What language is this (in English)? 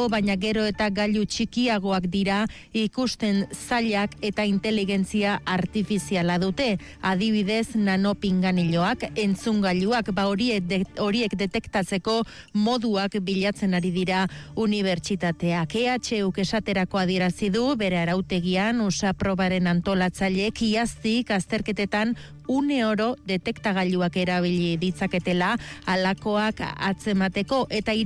Basque